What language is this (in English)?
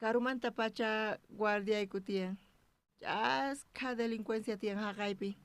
South Bolivian Quechua